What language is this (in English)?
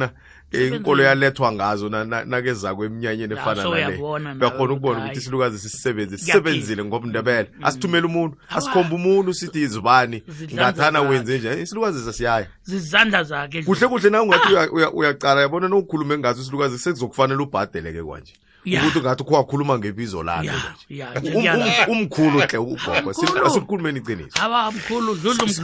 South Ndebele